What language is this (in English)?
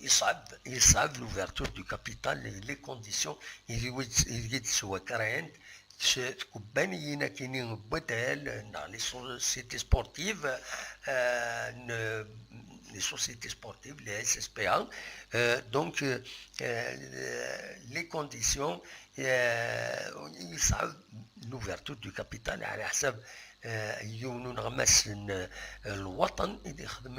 Kabyle